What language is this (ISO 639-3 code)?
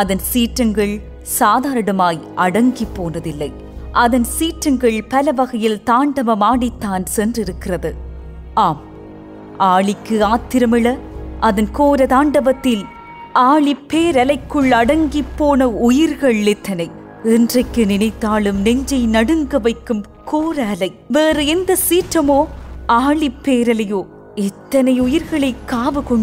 tam